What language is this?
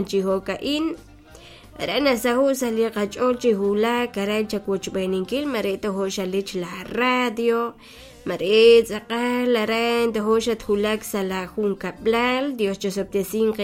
Kekchí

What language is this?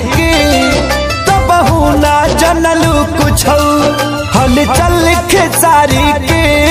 Bhojpuri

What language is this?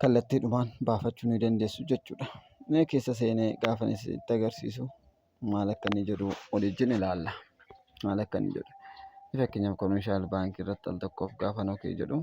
Oromo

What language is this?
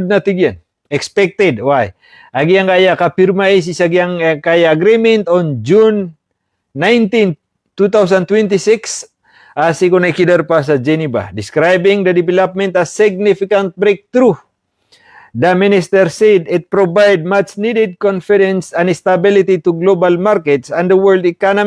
Maranao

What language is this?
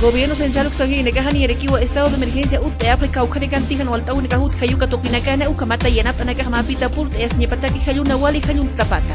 Aymara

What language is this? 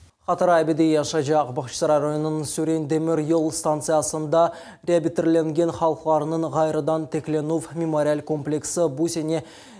Crimean Tatar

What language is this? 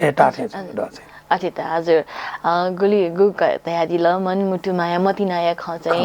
Newari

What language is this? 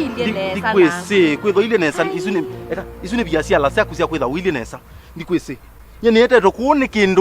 Kamba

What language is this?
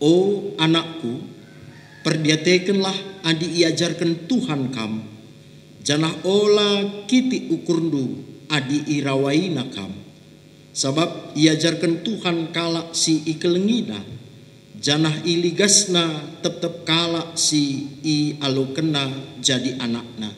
Batak Karo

